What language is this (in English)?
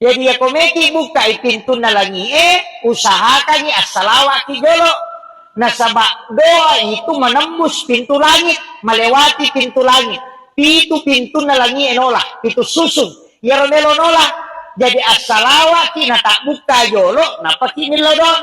Buginese